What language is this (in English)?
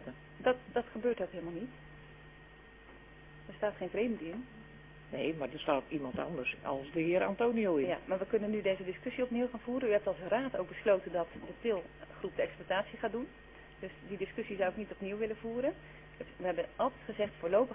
Dutch